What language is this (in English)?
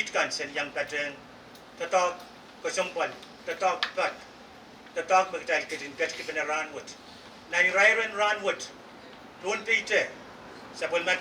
Pohnpeian